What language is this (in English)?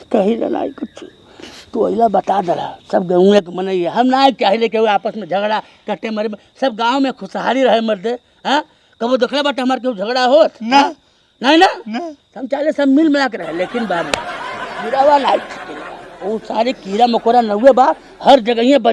Bhojpuri